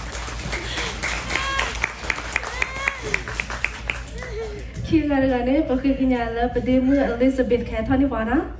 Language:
S'gaw Karen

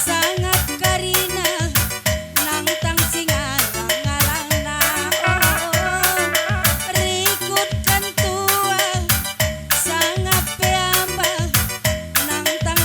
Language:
Batak Karo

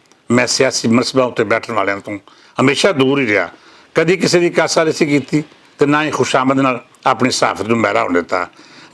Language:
Western Panjabi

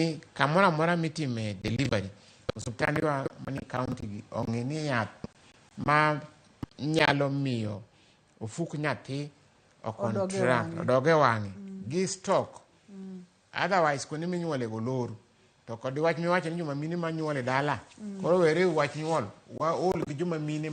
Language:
Luo (Kenya and Tanzania)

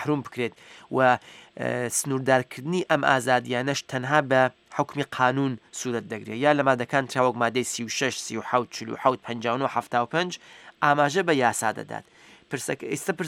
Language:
Central Kurdish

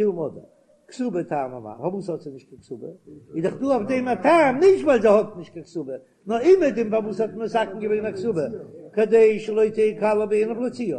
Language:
Yiddish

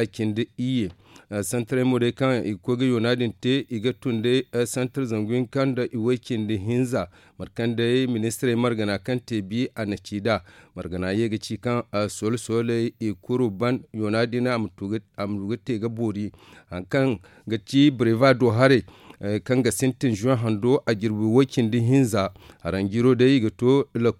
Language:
Zarma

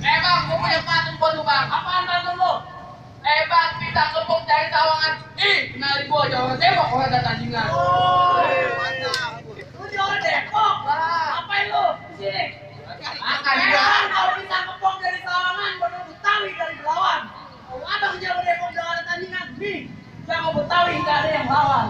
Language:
Betawi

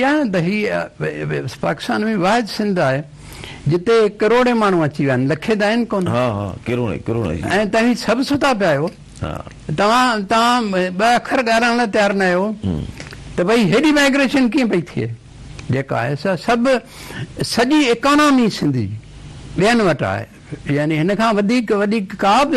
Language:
Sindhi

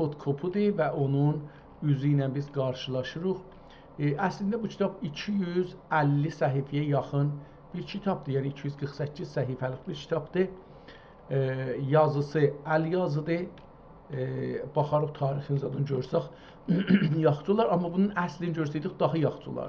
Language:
South Azerbaijani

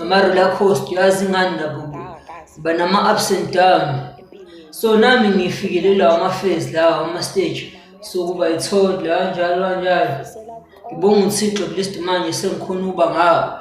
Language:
Zulu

